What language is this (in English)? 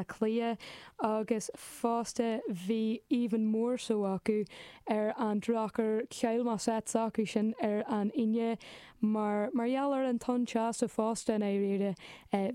Irish